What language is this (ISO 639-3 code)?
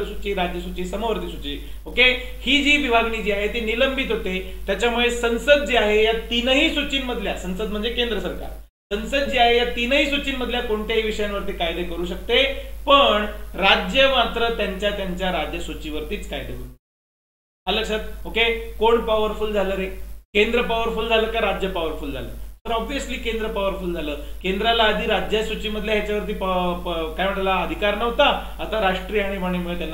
mar